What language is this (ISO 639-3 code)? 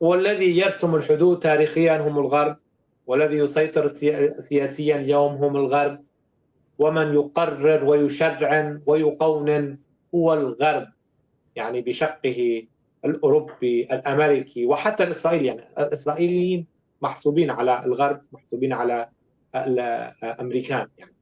apc